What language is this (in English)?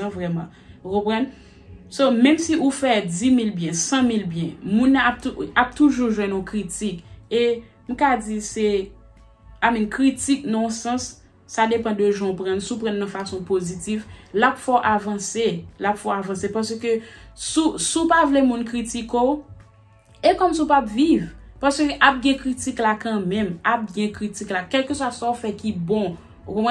Haitian Creole